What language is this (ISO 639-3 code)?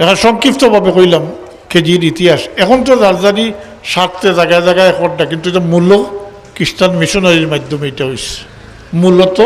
syl